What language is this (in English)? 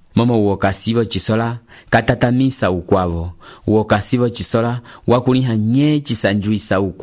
Umbundu